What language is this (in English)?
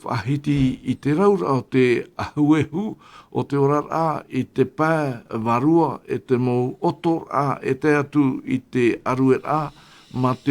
Tahitian